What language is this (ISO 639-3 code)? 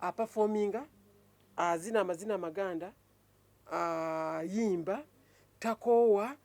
lug